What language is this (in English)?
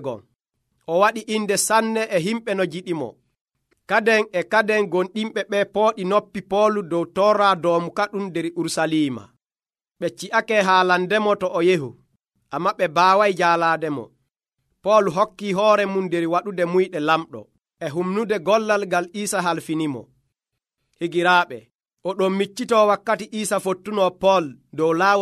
Nigerian Fulfulde